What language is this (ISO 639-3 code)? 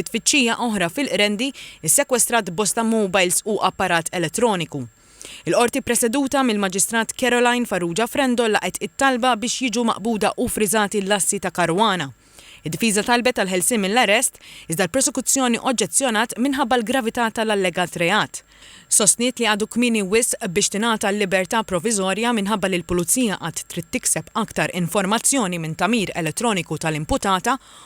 mlt